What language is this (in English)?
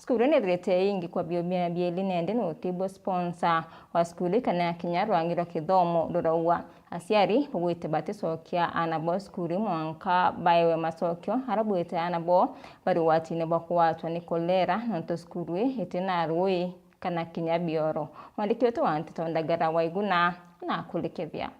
Meru